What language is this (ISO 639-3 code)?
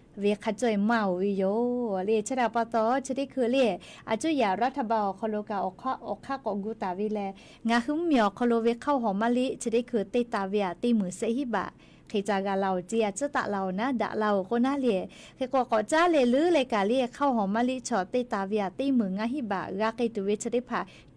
lhu